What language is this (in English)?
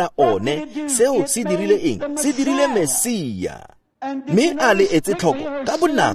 Tswana